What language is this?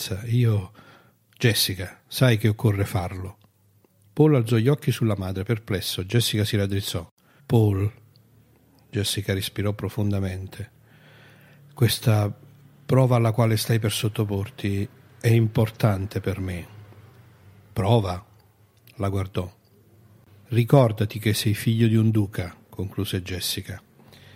Italian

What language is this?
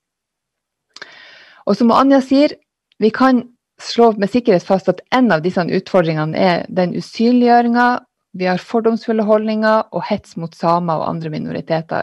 Norwegian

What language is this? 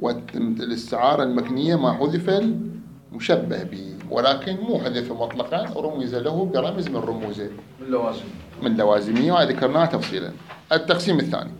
Mesopotamian Arabic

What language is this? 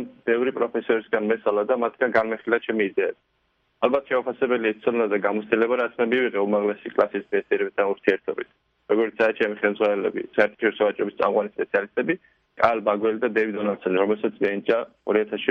Georgian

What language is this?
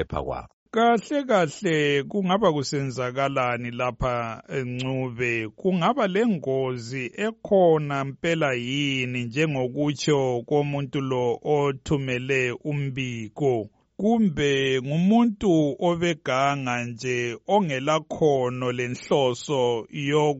North Ndebele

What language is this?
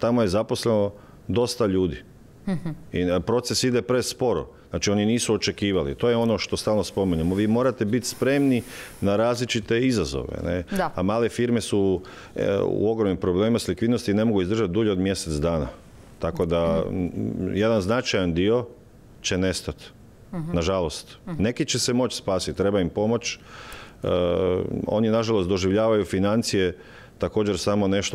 Croatian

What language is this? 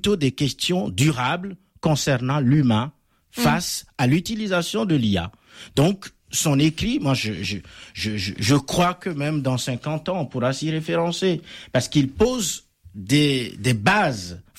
French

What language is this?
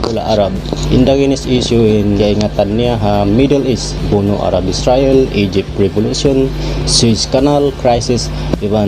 Tausug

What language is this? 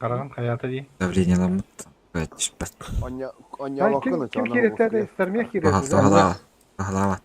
Yakut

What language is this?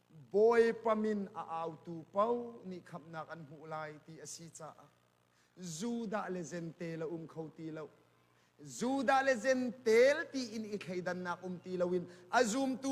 Hakha Chin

